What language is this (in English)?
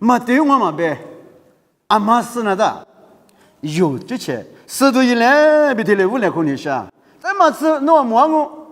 Lisu